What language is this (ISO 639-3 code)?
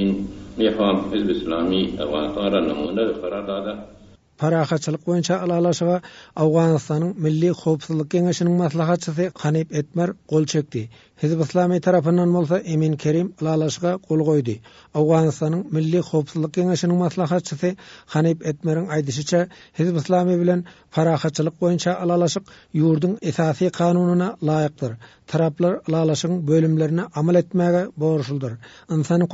tuk